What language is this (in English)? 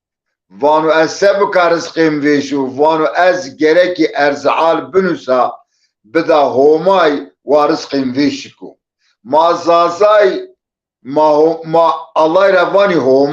Zaza